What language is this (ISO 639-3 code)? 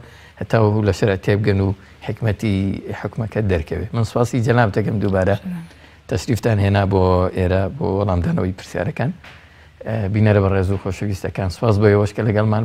ckb